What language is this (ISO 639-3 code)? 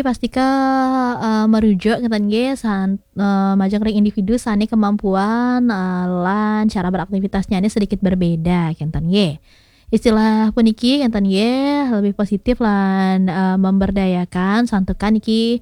ban